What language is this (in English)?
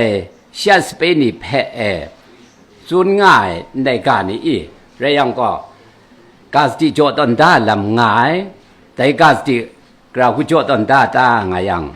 Kachin